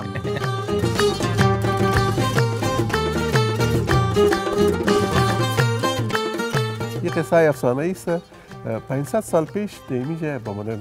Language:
Persian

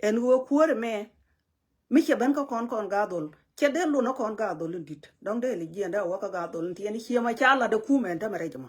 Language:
Nuer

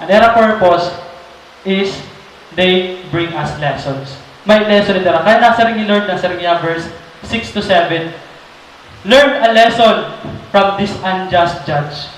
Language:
Waray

